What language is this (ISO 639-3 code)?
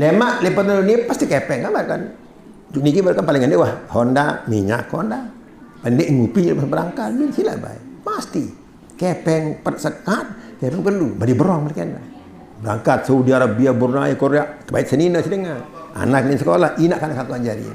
sas